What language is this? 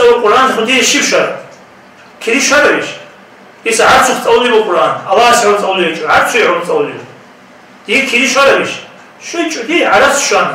Avaric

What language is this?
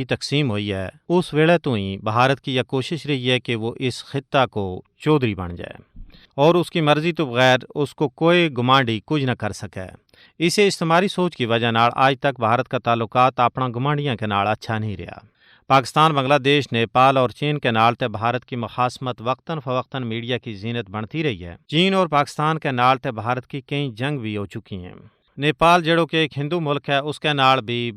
Gujari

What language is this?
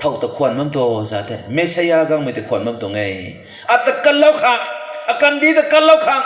Rongmei Naga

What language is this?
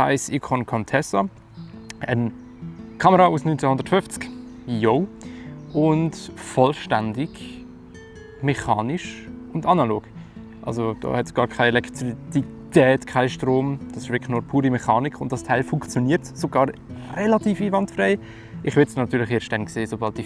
Swiss German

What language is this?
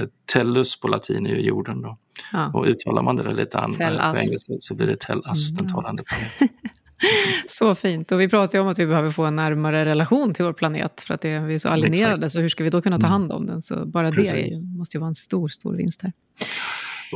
Swedish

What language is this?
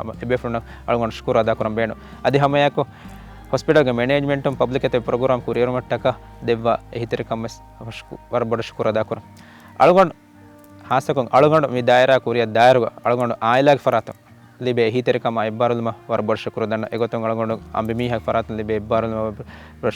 Divehi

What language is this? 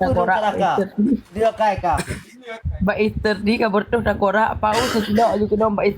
Achinese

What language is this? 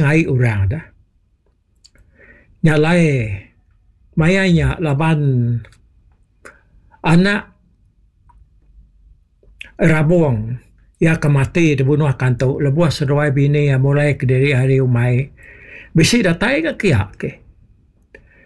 Iban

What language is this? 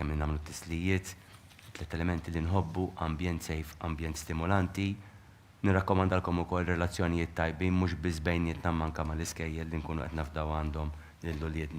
Maltese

